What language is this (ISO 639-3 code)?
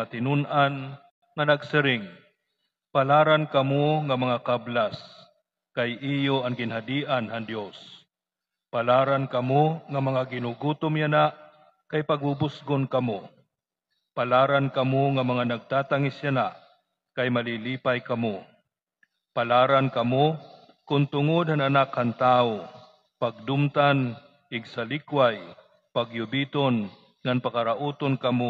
war